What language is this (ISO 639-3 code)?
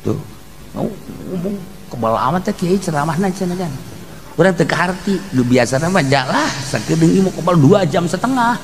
sun